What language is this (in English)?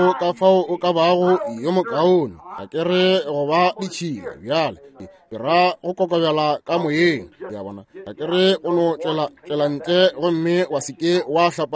Northern Sotho